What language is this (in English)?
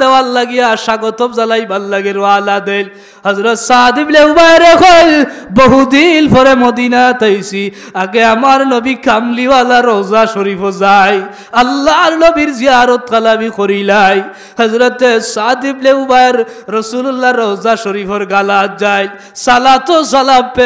Sylheti